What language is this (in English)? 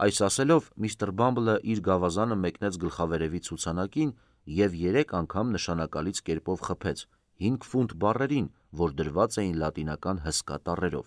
Armenian